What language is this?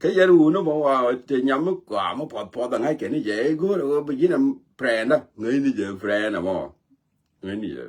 Nuer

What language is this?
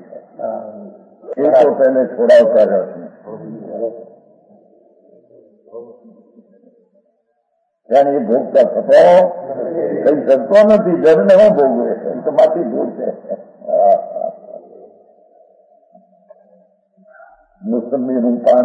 Gujarati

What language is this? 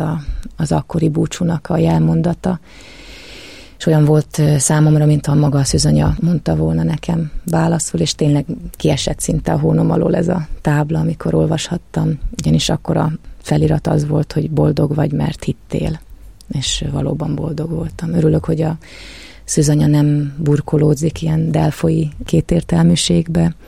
Hungarian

